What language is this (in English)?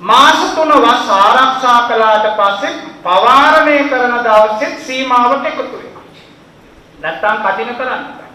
Sinhala